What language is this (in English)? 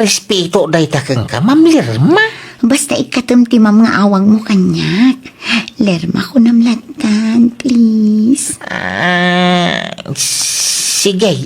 Iloko